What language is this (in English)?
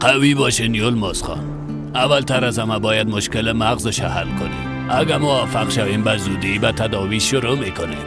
Persian